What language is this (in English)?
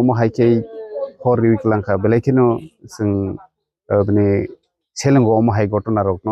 Kok Borok